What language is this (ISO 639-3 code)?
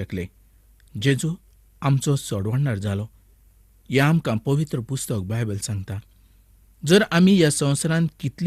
kok